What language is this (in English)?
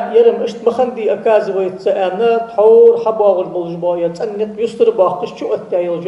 Ingush